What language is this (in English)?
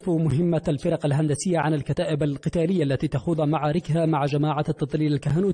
Arabic